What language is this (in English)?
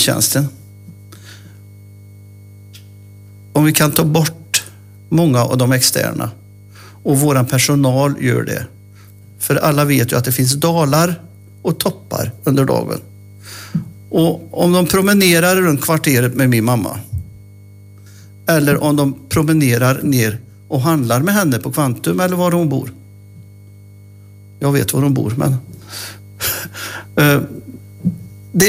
Swedish